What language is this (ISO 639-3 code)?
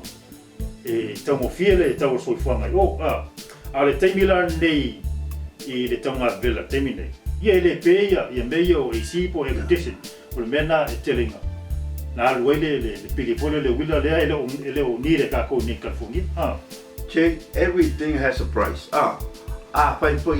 smo